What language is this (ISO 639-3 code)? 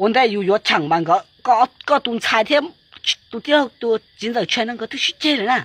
hmn